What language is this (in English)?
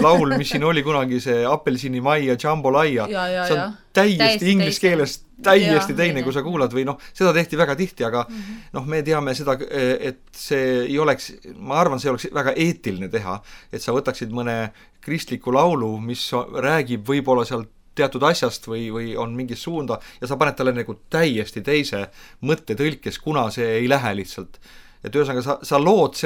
Estonian